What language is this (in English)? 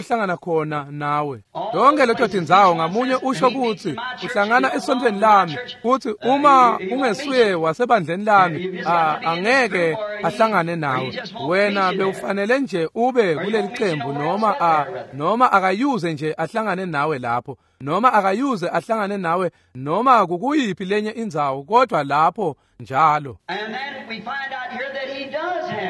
Swati